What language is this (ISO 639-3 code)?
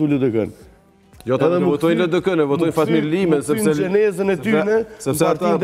sqi